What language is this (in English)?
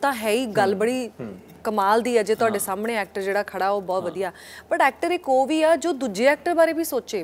Punjabi